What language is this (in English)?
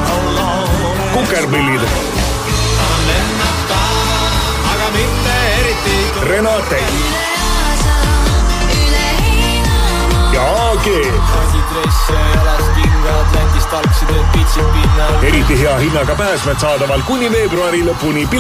Estonian